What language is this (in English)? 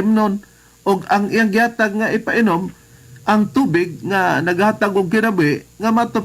Cebuano